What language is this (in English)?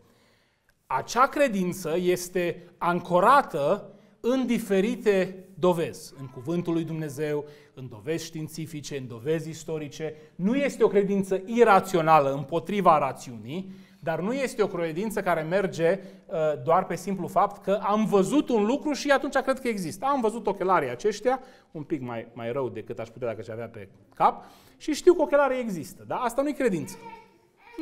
Romanian